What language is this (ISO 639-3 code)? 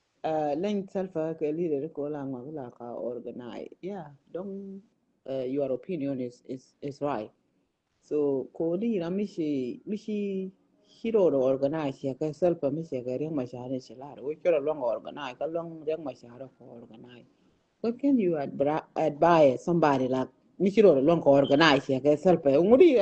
nus